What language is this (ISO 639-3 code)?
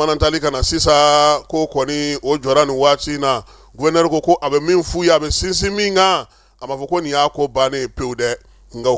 bam